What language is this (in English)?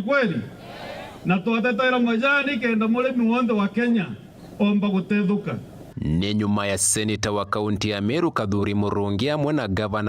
Meru